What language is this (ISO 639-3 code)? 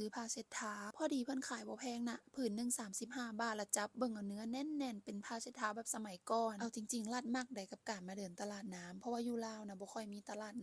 lao